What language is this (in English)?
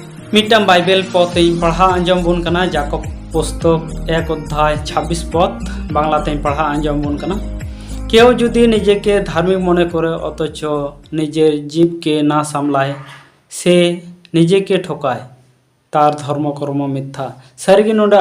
Santali